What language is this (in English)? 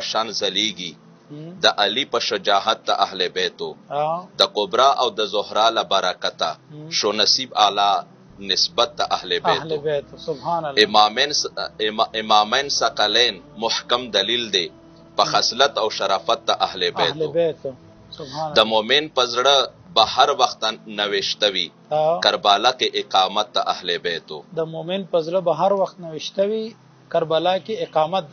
Pashto